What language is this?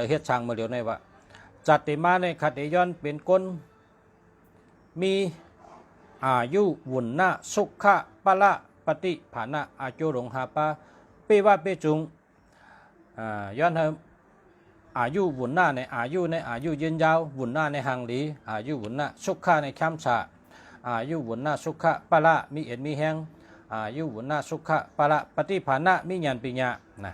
Shan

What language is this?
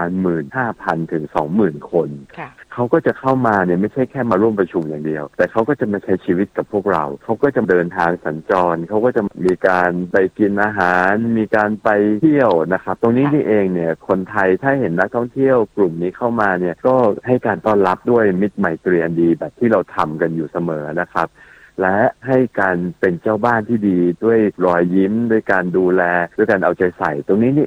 Thai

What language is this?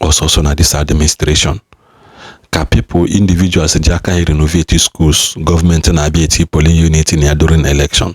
Igbo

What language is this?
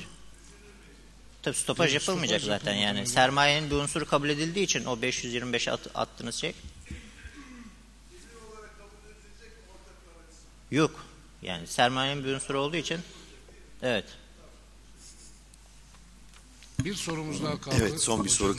Turkish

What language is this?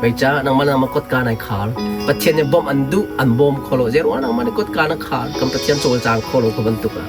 Hakha Chin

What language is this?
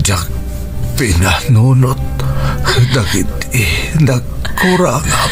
Iloko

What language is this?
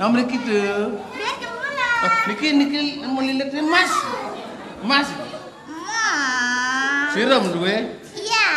Balinese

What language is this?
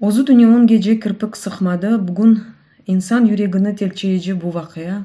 Crimean Tatar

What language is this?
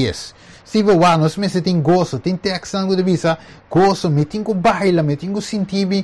Papiamento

